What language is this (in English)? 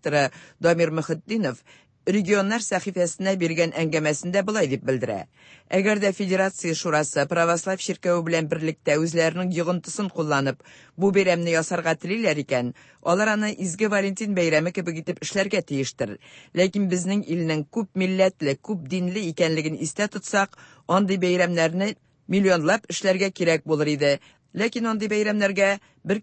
Tatar